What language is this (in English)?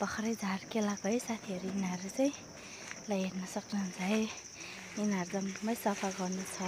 Nepali